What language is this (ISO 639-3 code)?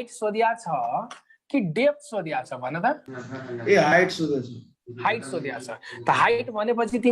nep